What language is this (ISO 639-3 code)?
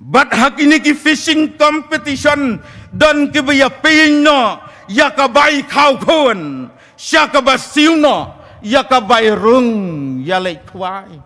kha